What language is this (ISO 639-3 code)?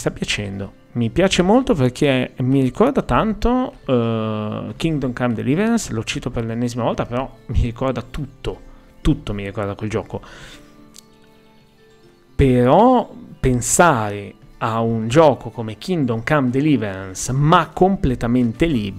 ita